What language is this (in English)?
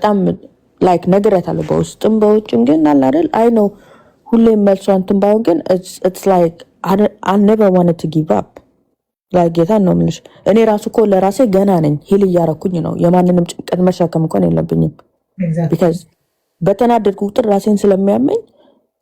Amharic